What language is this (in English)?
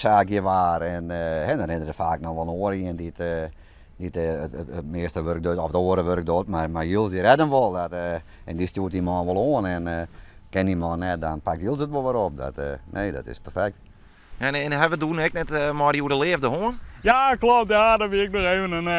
Western Frisian